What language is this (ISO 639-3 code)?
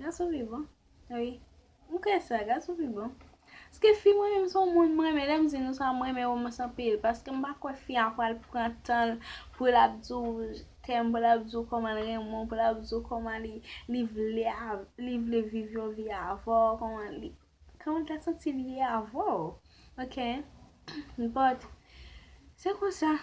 hat